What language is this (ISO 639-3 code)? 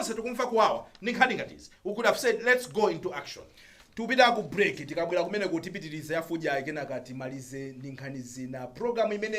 nya